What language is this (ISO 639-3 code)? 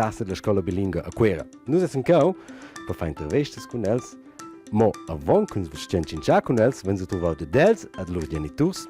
roh